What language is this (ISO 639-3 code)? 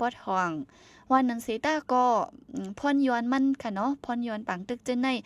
shn